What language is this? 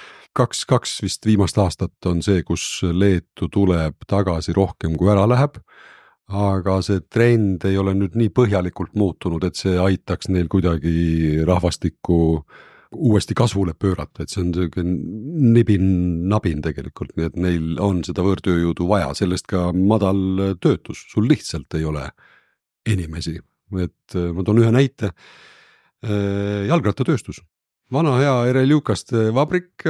Estonian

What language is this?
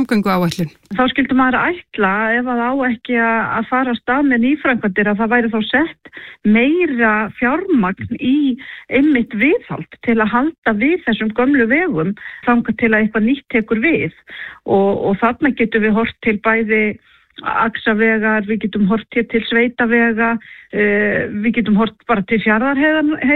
Icelandic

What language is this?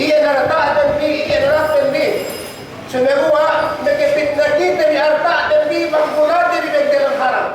Yakan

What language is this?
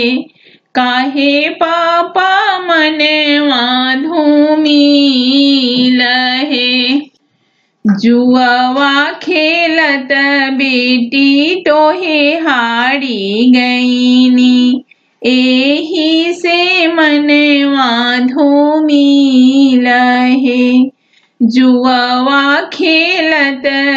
Bhojpuri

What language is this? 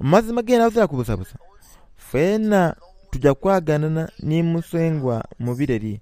Soga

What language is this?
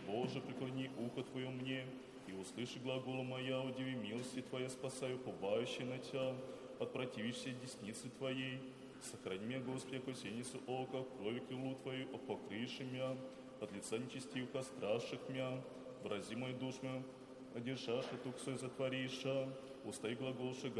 Church Slavic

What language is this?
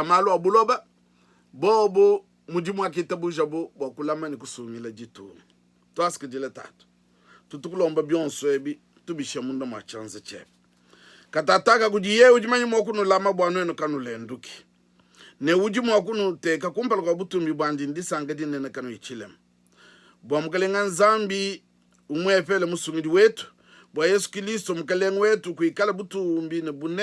Luba-Lulua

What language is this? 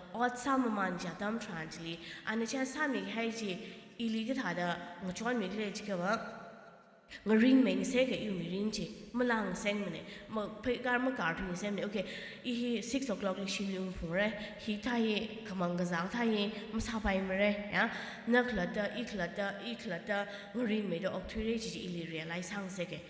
Tangkhul Naga (India)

